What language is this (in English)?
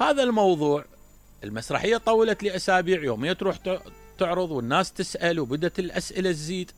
Mesopotamian Arabic